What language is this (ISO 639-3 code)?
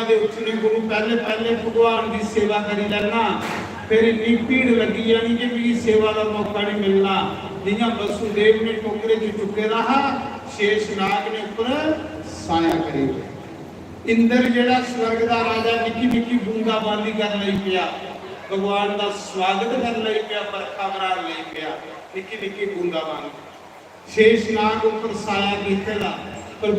doi